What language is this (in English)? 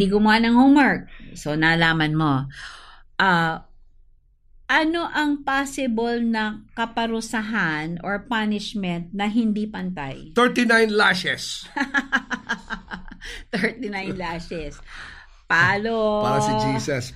Filipino